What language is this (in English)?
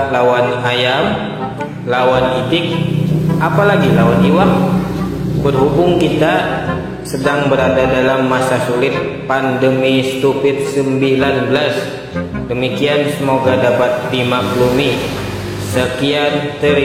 Banjar